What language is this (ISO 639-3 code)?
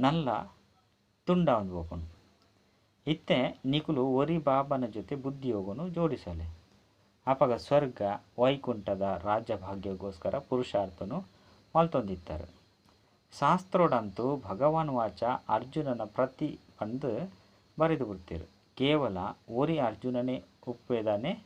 tcy